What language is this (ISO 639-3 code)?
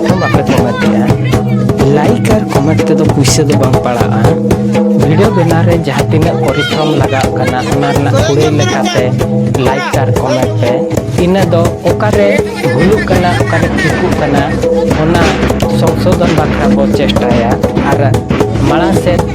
sat